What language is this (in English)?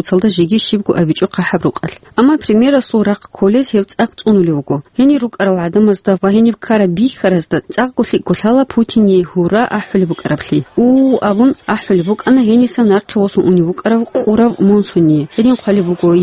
Avaric